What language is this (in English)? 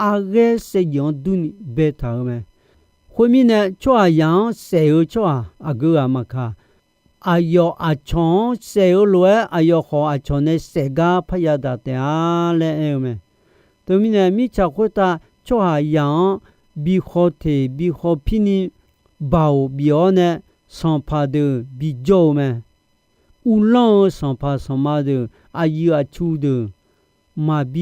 Akha